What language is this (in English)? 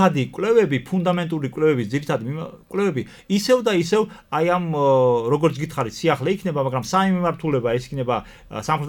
Georgian